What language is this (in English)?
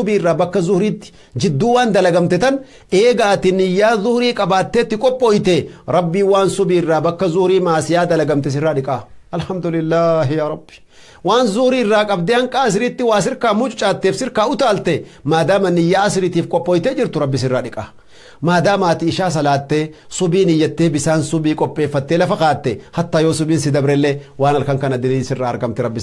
Oromo